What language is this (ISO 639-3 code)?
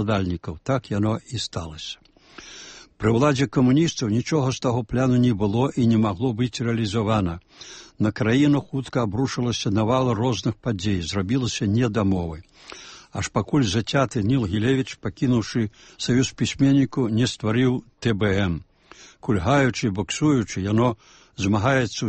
bel